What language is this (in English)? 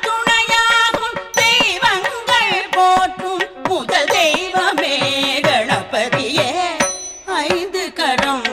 Tamil